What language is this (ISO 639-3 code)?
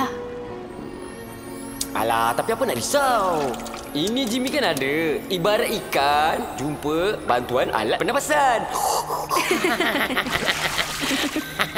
msa